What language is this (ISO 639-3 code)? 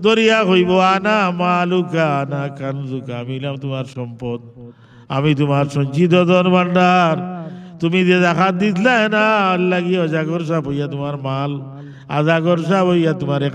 syl